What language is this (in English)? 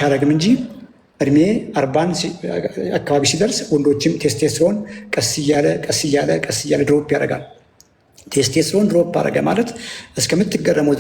Amharic